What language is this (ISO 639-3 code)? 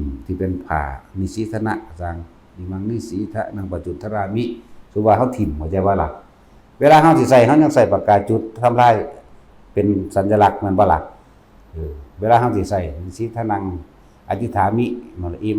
tts